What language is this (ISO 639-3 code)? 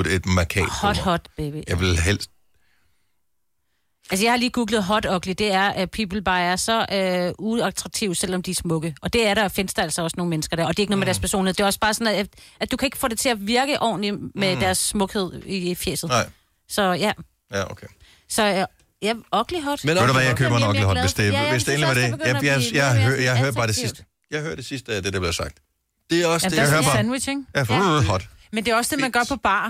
dan